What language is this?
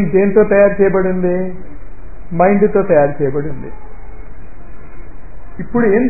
Telugu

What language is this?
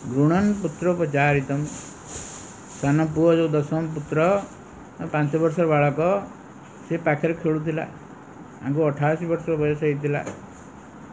Odia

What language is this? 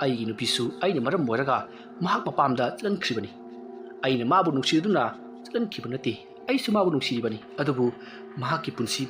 Manipuri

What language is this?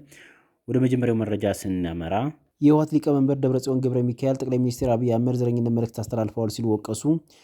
Amharic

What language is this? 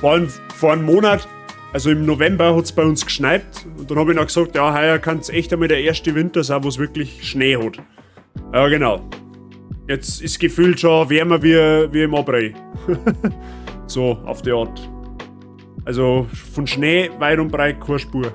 Bavarian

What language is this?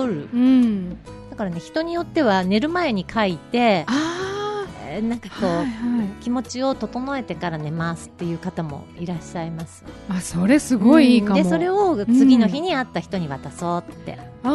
Japanese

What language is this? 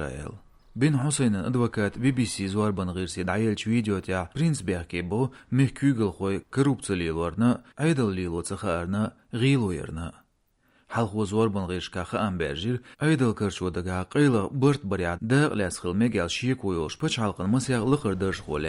Chechen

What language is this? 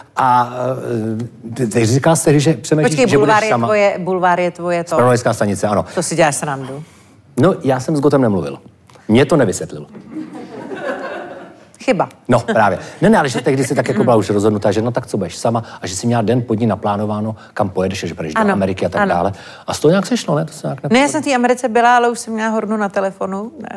Czech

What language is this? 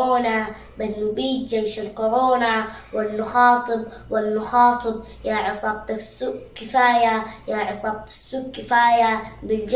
Sudanese Arabic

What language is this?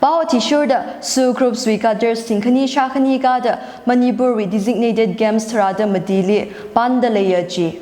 Tangkhul Naga (India)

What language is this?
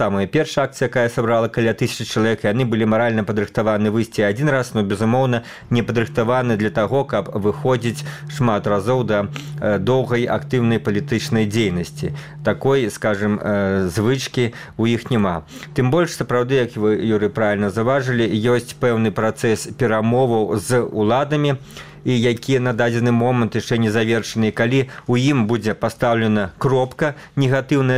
Belarusian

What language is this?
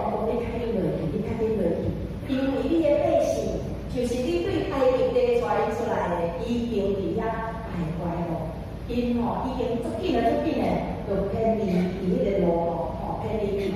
Min Nan Chinese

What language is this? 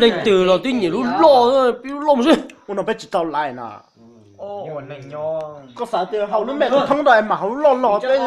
Hmong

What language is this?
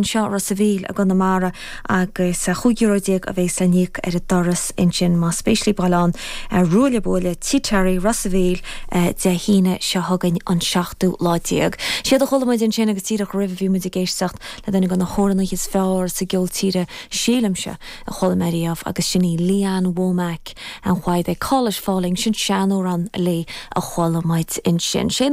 Irish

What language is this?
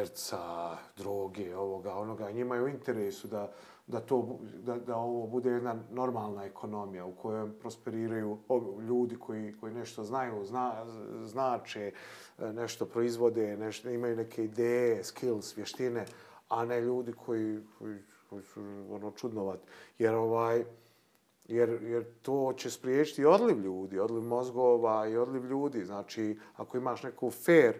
Bosnian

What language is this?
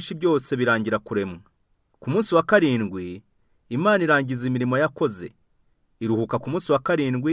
Kinyarwanda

